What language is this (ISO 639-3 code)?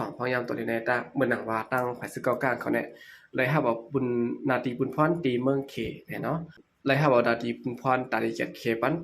shn